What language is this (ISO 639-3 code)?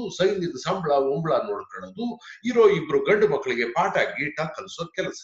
kan